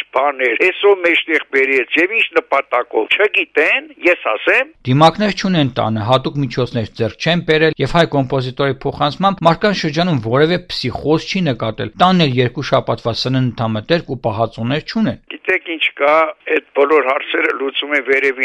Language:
Armenian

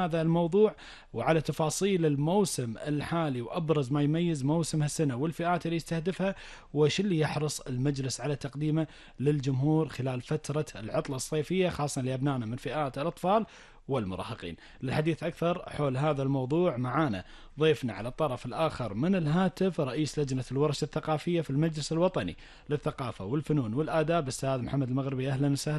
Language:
Gulf Arabic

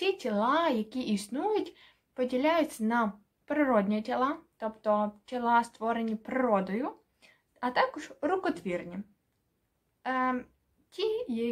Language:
Ukrainian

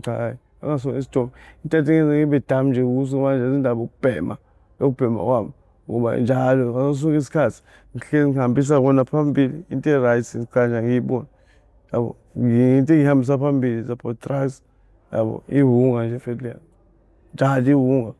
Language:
Zulu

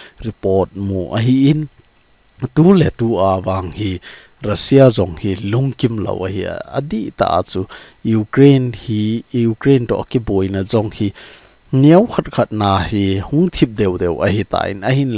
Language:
Thado Chin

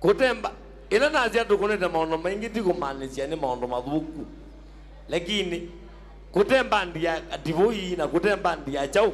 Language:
Kamba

